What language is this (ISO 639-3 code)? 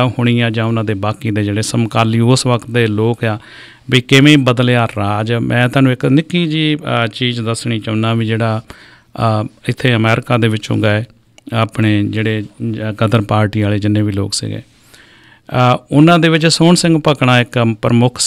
pan